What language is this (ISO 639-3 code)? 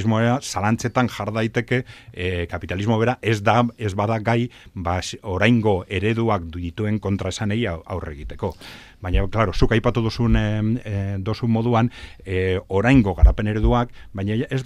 eus